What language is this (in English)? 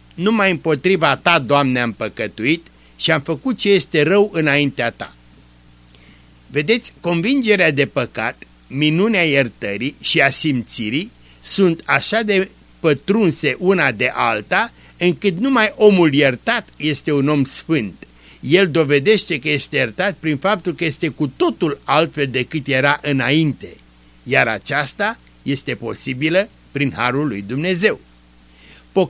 Romanian